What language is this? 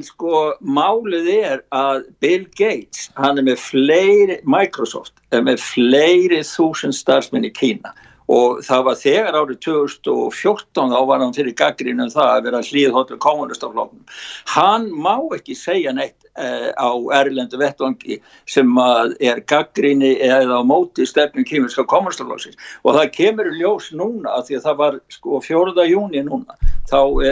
Icelandic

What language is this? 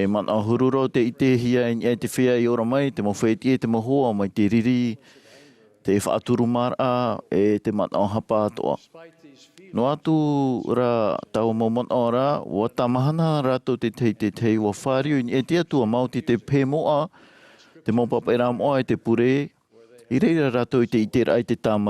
Tahitian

